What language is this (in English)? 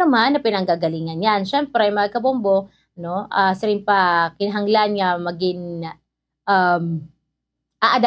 Waray